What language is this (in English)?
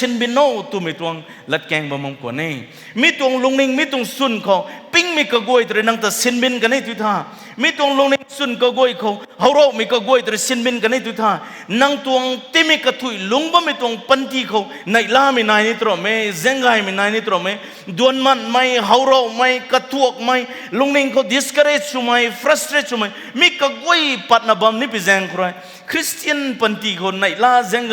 Rongmei Naga